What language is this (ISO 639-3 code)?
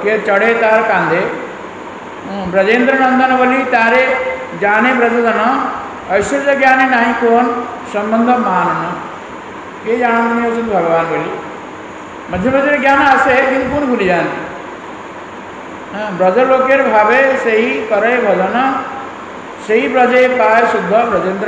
ori